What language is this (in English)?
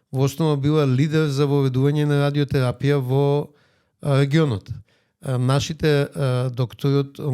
Macedonian